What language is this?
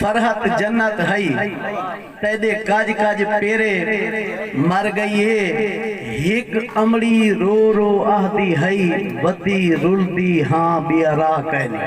Saraiki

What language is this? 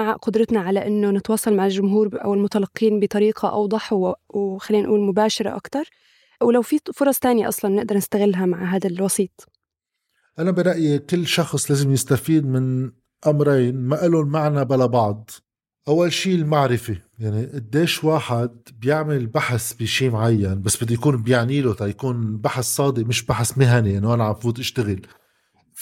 North Levantine Arabic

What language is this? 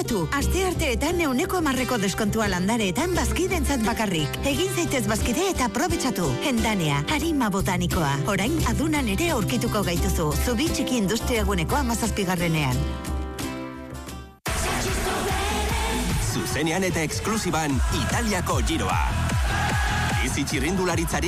Basque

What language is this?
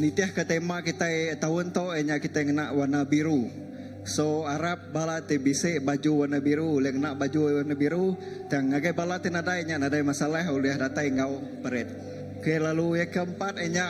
Iban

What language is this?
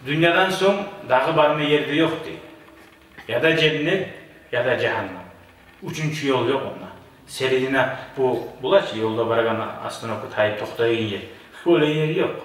Kumyk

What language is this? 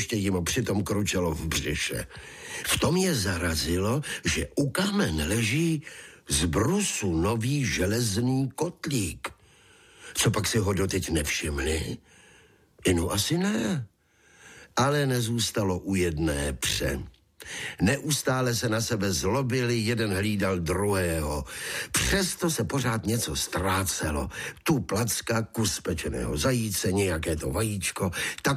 Czech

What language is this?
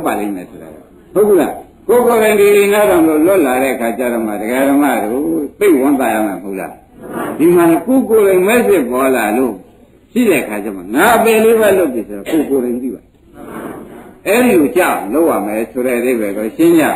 Burmese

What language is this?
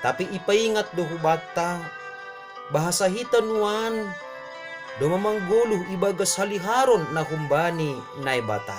Batak Simalungun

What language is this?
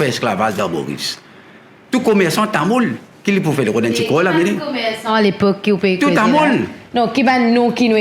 Morisyen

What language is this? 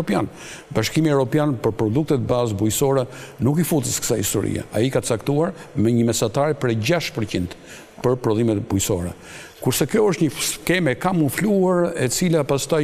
Albanian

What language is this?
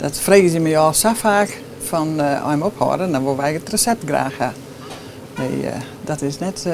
Western Frisian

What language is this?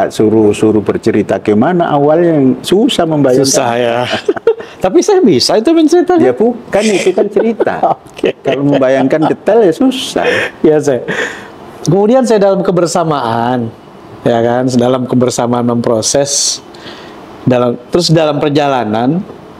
Indonesian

